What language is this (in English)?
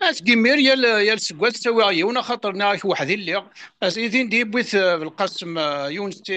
Kabyle